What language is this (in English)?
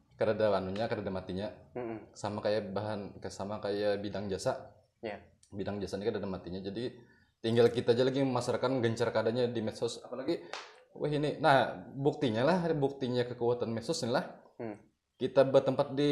Banjar